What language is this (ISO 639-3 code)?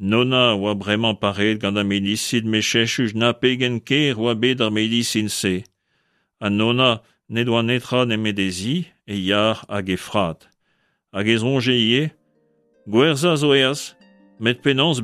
bre